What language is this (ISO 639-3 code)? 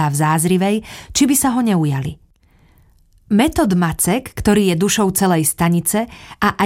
slk